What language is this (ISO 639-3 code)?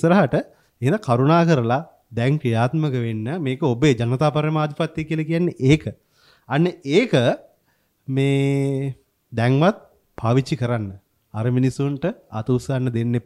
sin